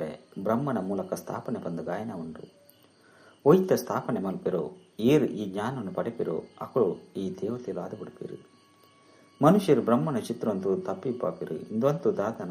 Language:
Tulu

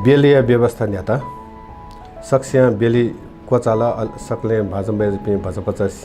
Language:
Newari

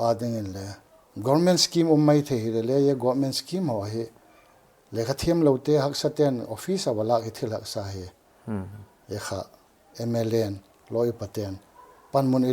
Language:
Paite Chin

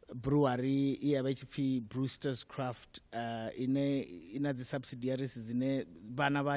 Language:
Venda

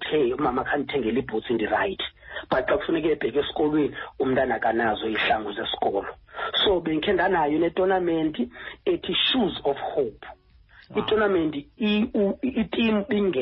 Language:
Xhosa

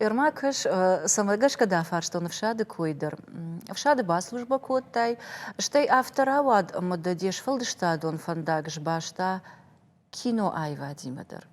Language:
Ossetic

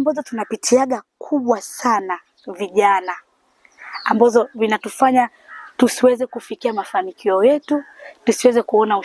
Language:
Swahili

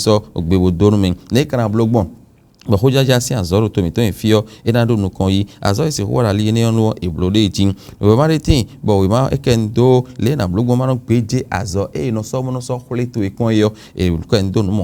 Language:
Fon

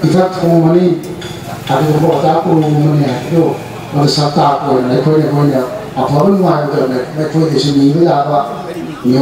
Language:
Manipuri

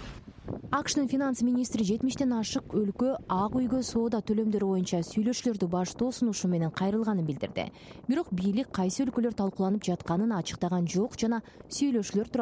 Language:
Kyrgyz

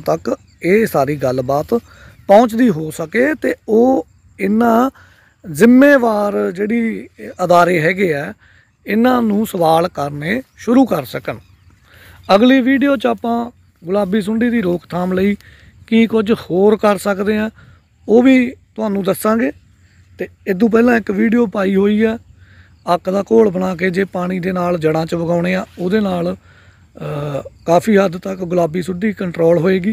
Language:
Punjabi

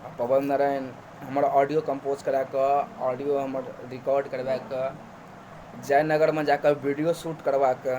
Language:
Maithili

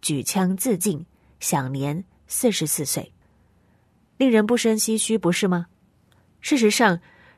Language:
Chinese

